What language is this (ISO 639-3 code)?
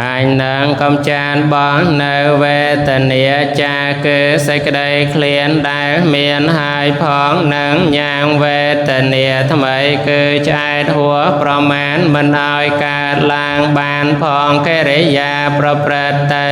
khm